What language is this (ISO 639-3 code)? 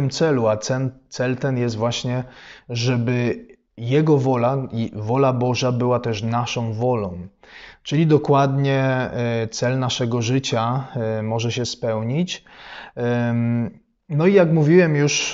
pol